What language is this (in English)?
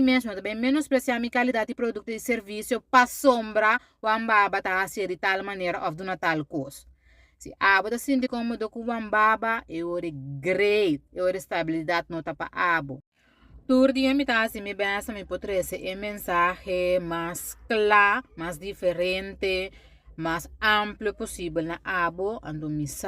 Papiamento